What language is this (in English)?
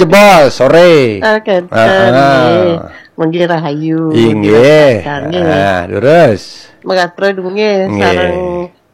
Balinese